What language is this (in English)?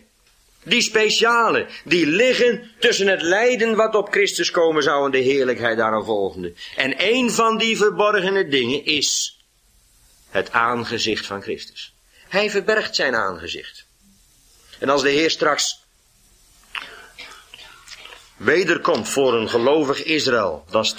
Dutch